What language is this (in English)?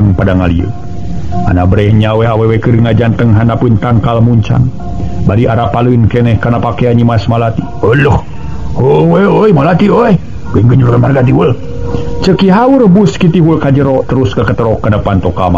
Sundanese